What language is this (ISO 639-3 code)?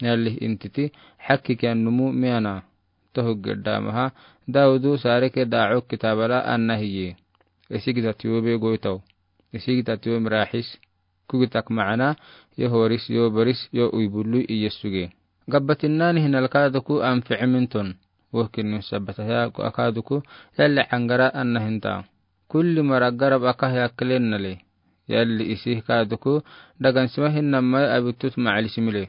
aar